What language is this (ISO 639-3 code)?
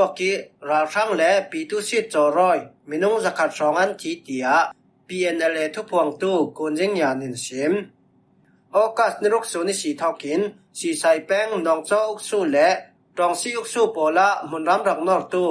cfm